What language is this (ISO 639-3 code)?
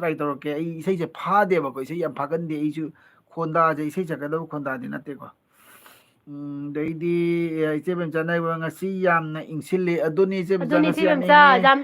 mni